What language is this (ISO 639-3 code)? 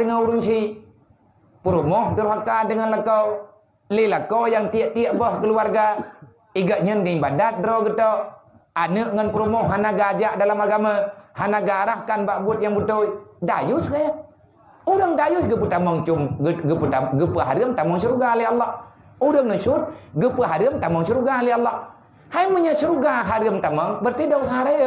ace